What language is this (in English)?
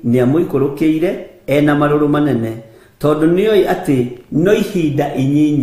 Kikuyu